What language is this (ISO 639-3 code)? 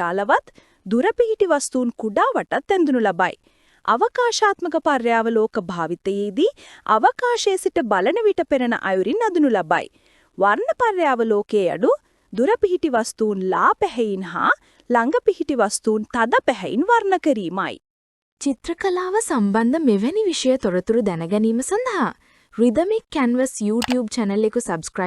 sin